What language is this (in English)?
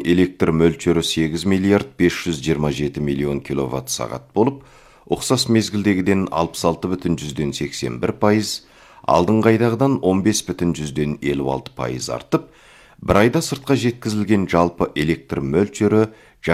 Kazakh